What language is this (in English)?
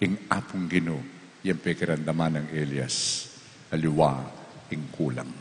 Pampanga